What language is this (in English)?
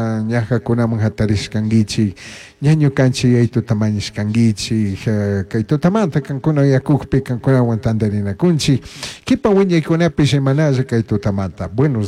Chimborazo Highland Quichua